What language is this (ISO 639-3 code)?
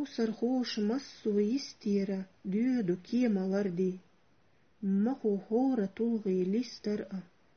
che